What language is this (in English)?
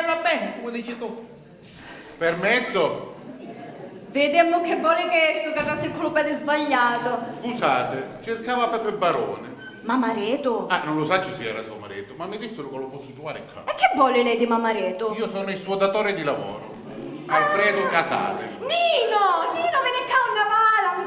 Sicilian